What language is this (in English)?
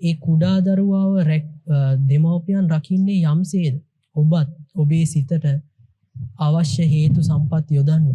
Sinhala